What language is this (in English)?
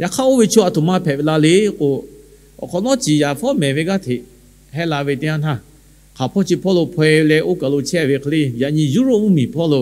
Lahu